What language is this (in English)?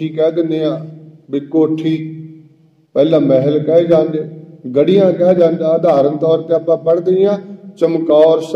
Punjabi